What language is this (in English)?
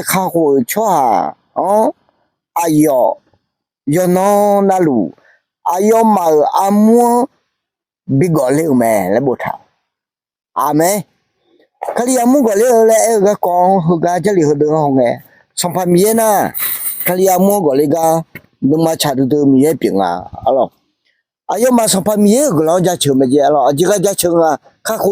Akha